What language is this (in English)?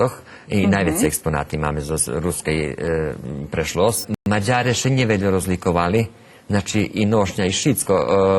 Rusyn